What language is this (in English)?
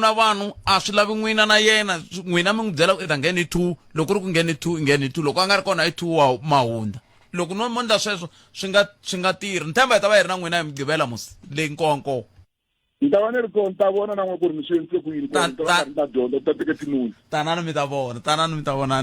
Tsonga